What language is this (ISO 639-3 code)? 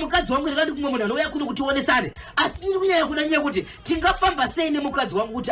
sna